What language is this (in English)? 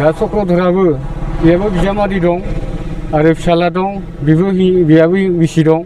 Bodo